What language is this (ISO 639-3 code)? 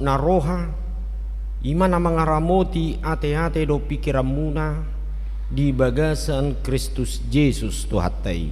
bbc